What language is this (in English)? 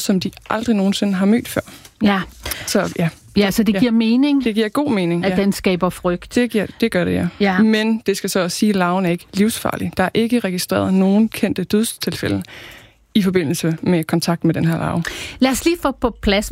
Danish